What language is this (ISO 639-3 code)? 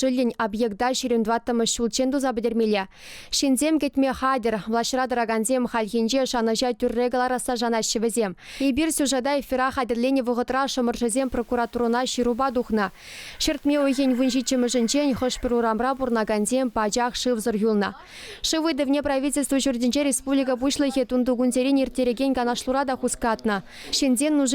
chv